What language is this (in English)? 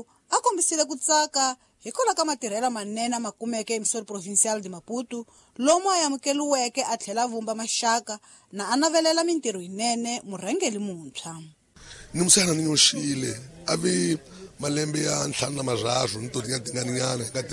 Tsonga